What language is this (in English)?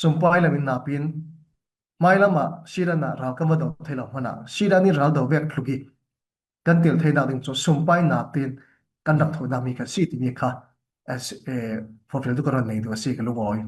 Falam Chin